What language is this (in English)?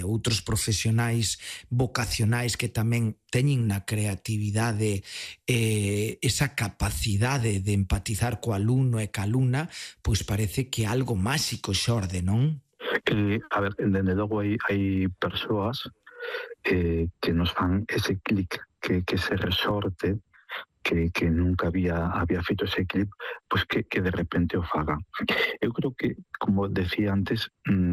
Galician